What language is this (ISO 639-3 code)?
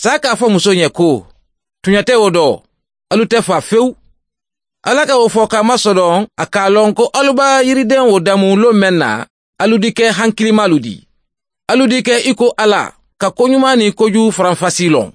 man